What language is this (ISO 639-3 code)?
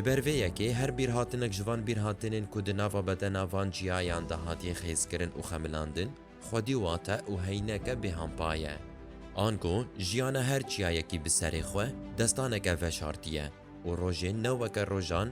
kur